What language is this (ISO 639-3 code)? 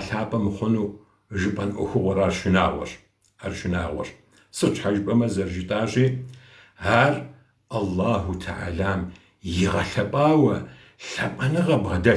kbd